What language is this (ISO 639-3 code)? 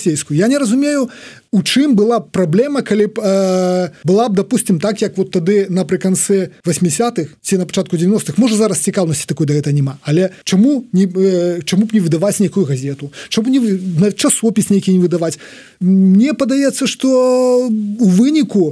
bel